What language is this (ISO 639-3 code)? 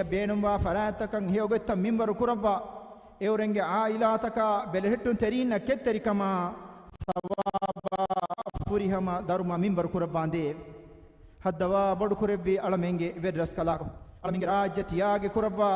div